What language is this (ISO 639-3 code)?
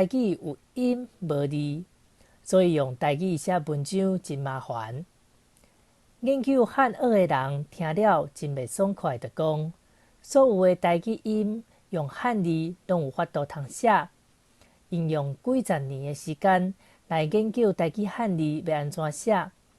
nan